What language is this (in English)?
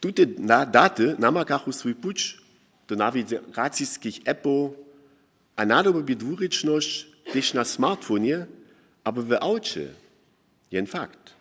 Upper Sorbian